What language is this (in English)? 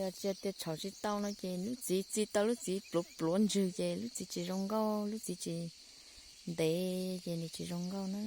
Hmong